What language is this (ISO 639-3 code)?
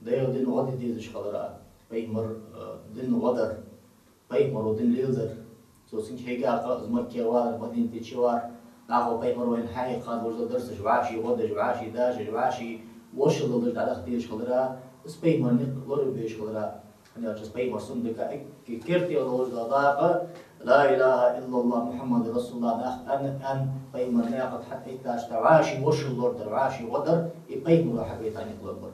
inh